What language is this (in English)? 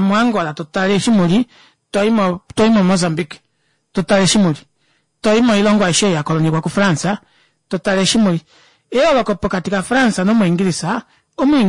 Kuanyama